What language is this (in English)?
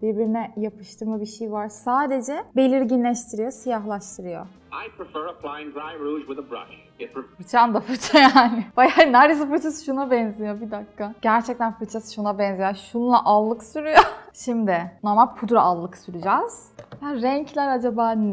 Turkish